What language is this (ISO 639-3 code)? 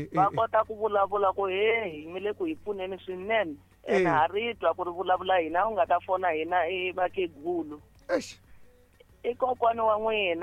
tso